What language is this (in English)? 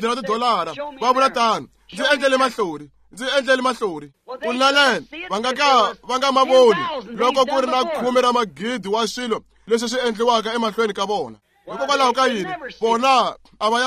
Tsonga